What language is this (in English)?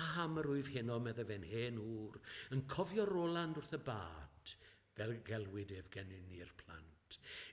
Welsh